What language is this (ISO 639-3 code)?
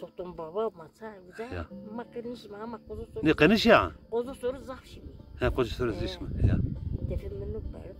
zza